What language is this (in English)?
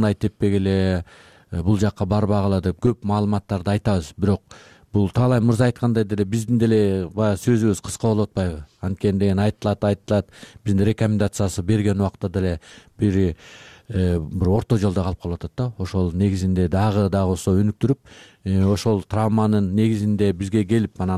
Kyrgyz